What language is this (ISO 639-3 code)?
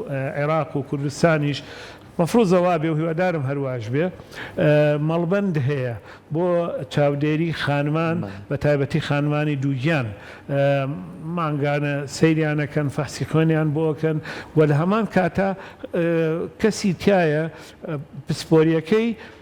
ckb